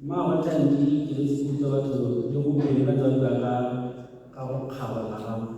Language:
Tswana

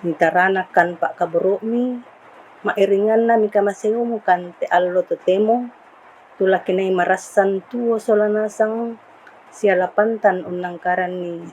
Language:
Toraja-Sa'dan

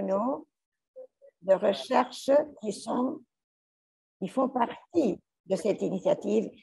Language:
French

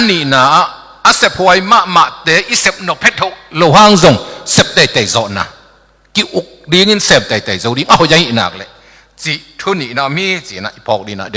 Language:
Tedim Chin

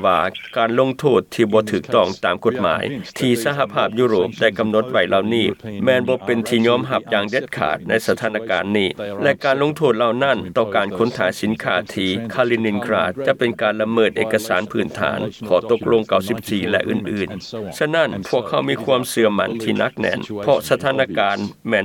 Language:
Lao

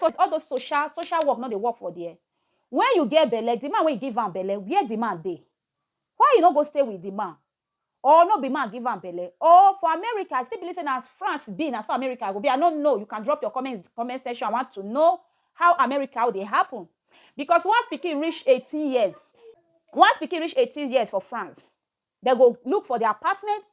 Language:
Nigerian Pidgin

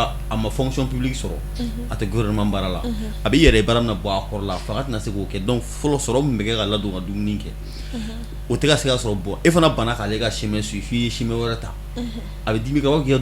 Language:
Bambara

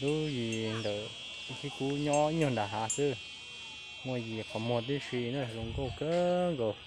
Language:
Hmong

